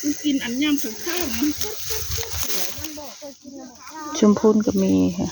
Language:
Northeastern Thai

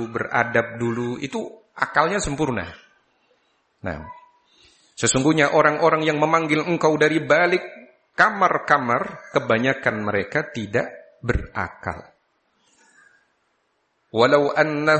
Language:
Indonesian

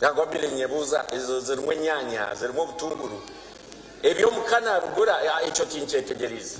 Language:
Nyankole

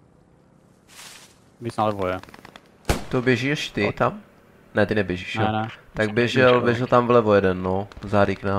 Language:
Czech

